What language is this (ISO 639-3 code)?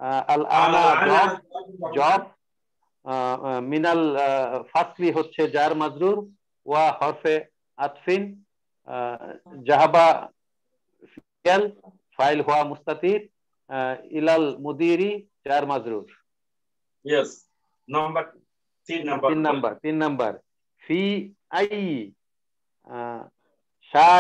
ben